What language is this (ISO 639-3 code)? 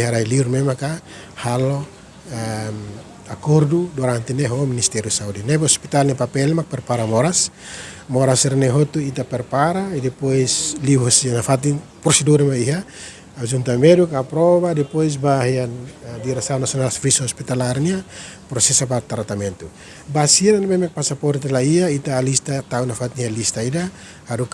tet